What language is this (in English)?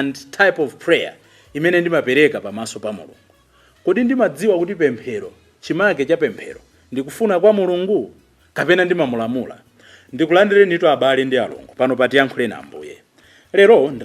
Nyanja